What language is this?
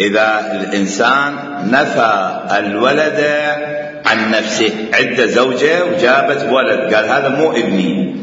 Mesopotamian Arabic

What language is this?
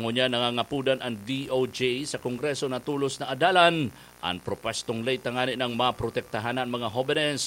Bikol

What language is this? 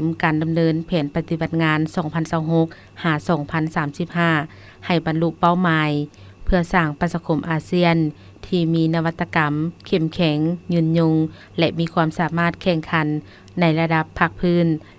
Lao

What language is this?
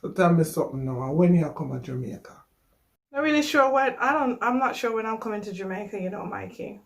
Jamaican Creole English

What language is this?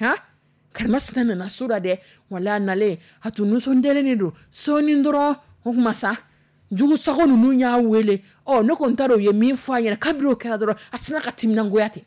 Dyula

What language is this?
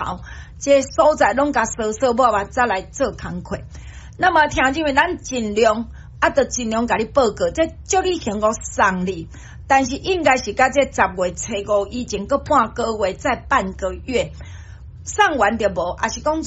Min Nan Chinese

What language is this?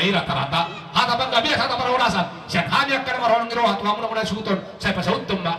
Batak Toba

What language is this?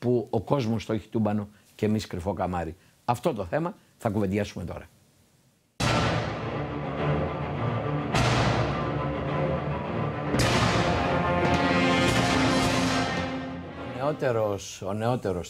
Greek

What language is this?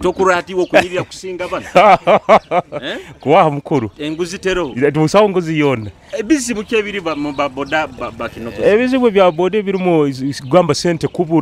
Nyoro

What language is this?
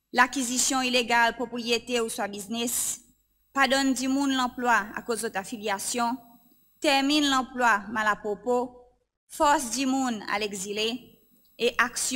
Seselwa Creole French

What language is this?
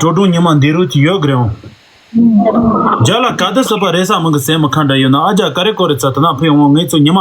Tibetan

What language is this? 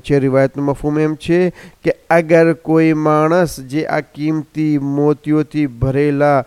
Gujarati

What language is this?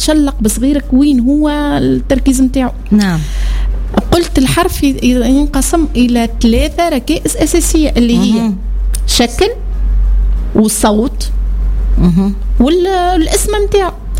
Tunisian Arabic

